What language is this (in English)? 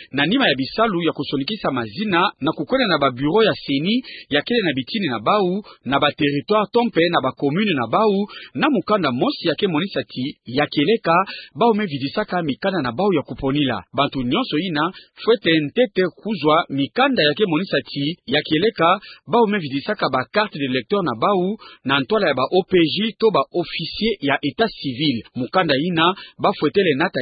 Kituba (Democratic Republic of Congo)